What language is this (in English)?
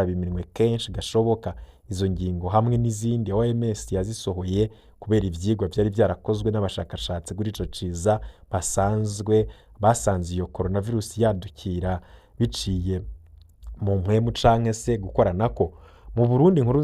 Rundi